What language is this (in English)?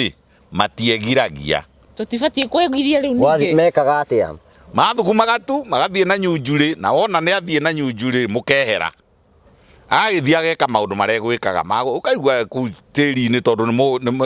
Kikuyu